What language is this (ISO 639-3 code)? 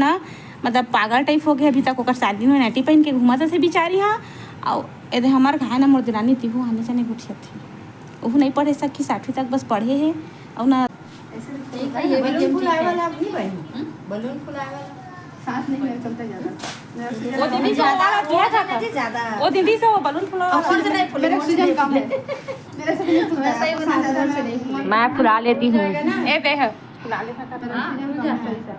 hne